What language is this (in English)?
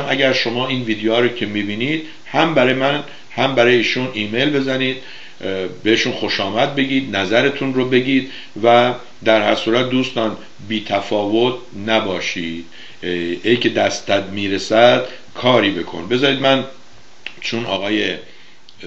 Persian